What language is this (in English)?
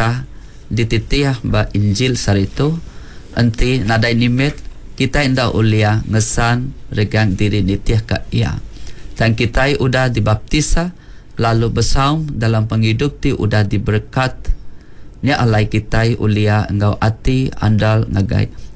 Iban